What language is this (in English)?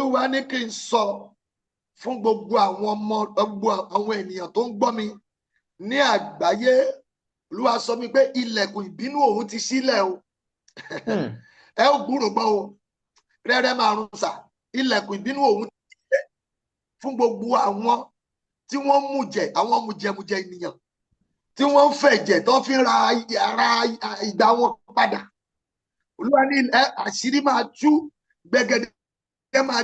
Yoruba